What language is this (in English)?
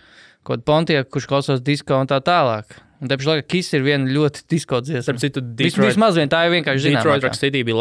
Latvian